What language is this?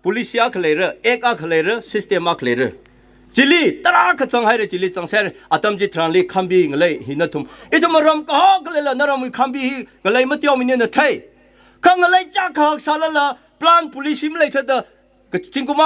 Tangkhul Naga (India)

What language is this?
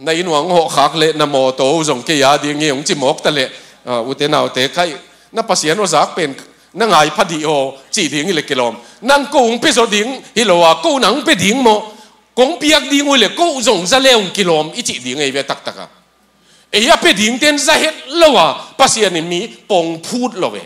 Tedim Chin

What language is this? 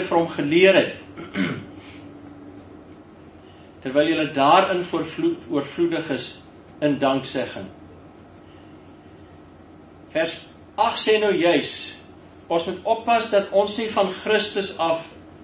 Afrikaans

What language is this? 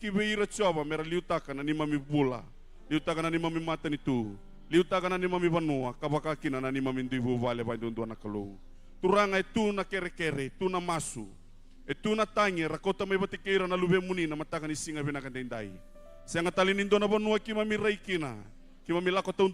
Fijian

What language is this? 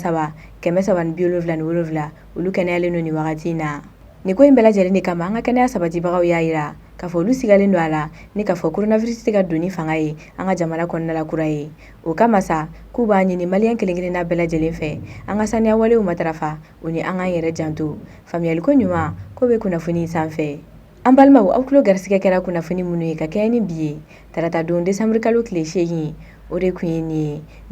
Bambara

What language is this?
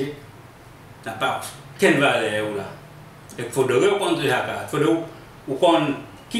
Seselwa Creole French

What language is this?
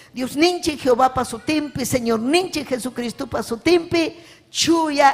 Ayacucho Quechua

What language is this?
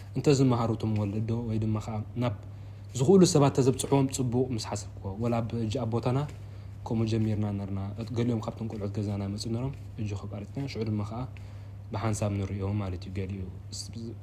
Tigrinya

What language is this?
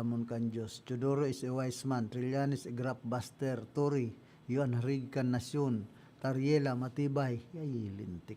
Bikol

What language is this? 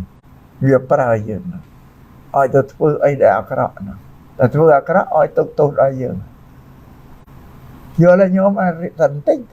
Khmer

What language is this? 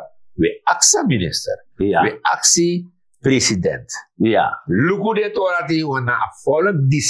Sranan Tongo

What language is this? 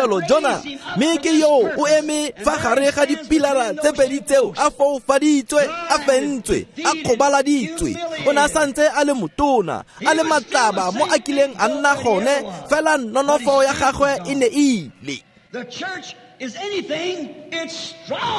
Tswana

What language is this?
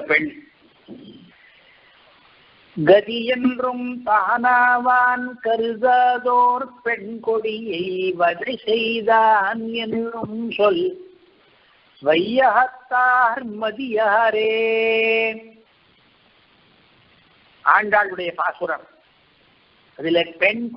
Tamil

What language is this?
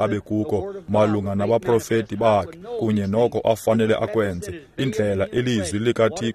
Xhosa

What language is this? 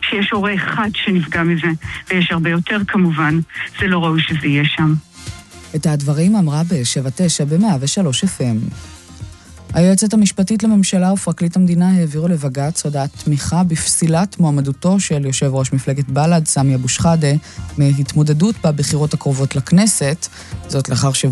Hebrew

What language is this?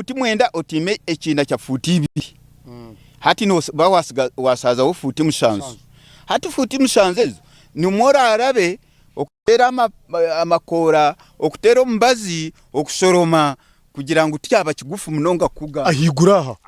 Nyankole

